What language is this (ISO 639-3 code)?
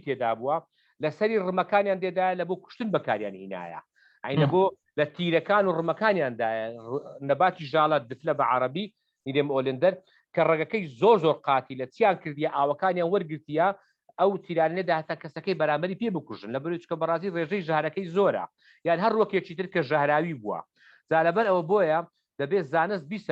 ckb